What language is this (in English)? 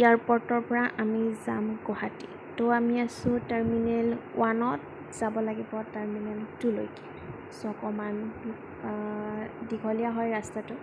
Assamese